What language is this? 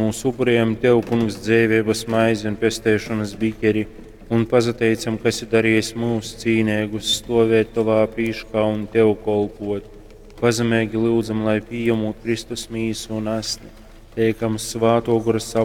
Latgalian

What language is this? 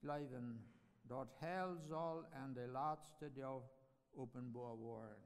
Plautdietsch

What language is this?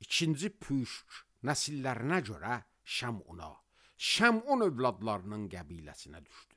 Azerbaijani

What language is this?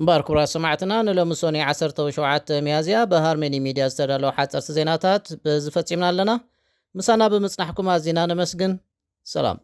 Tigrinya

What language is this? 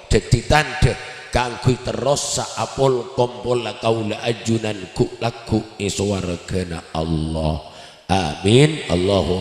Madurese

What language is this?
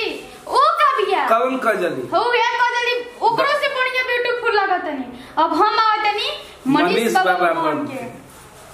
Bhojpuri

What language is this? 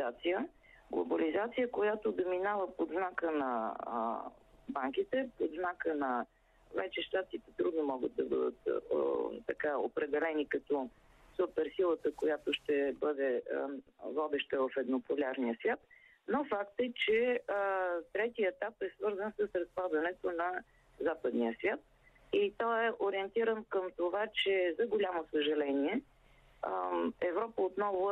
Bulgarian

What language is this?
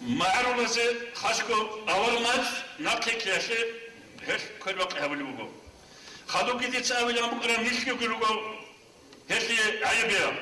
Avaric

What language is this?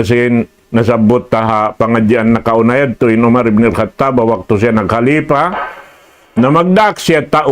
Tausug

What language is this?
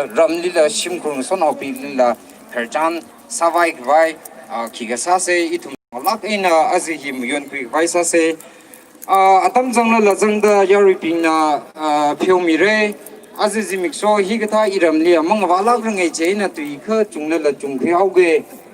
Tangkhul Naga (India)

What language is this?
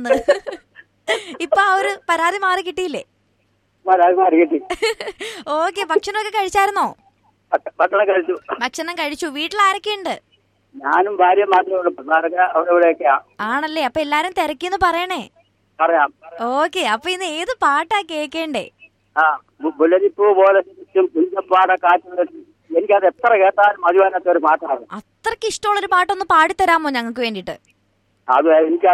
Malayalam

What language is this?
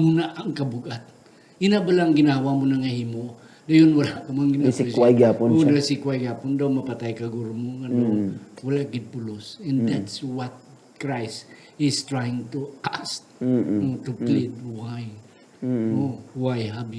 Hiligaynon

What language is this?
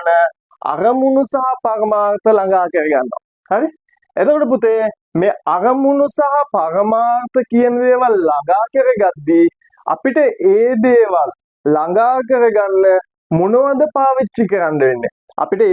Sinhala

